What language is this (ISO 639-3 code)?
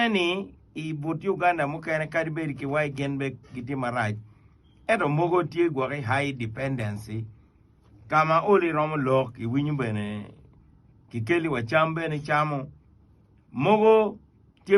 ach